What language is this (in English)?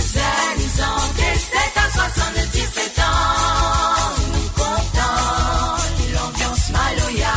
Morisyen